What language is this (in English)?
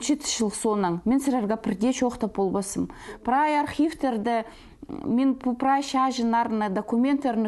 Khakas